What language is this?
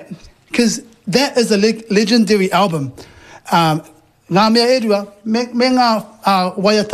Māori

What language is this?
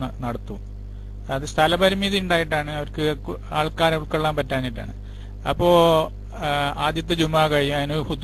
Malayalam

